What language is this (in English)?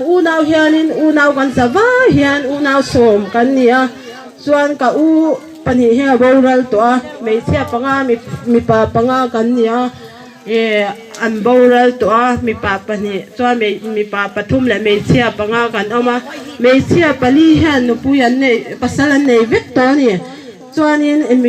Hmar